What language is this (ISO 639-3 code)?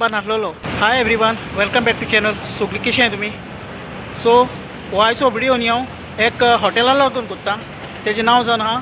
kok